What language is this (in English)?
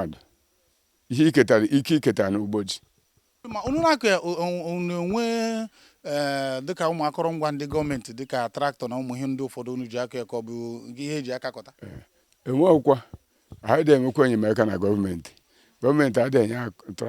Igbo